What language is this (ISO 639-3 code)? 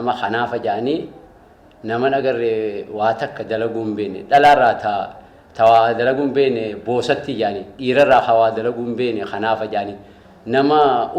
orm